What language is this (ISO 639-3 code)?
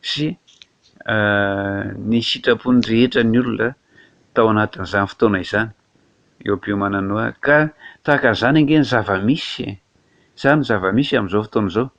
mlg